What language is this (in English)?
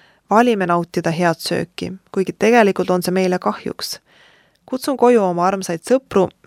Estonian